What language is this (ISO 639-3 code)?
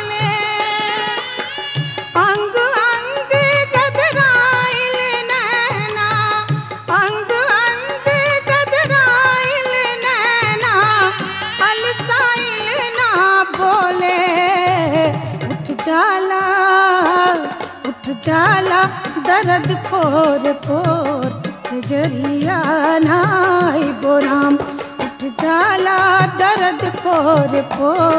bho